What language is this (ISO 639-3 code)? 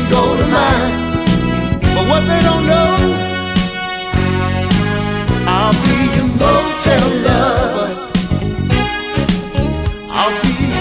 eng